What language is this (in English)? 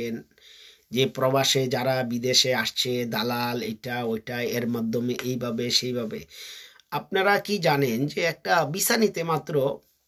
Bangla